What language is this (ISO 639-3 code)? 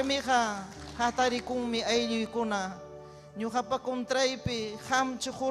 quy